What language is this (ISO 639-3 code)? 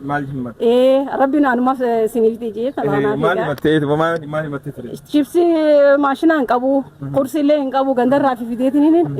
orm